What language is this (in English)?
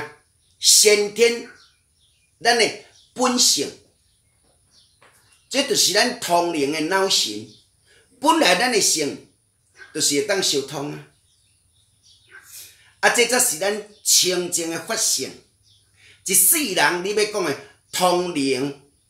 Min Nan Chinese